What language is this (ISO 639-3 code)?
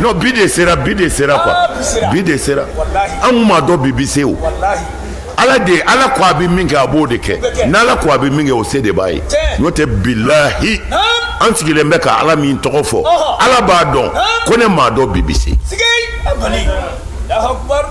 bam